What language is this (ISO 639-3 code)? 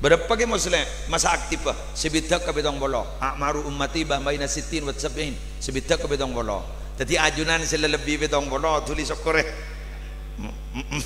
mad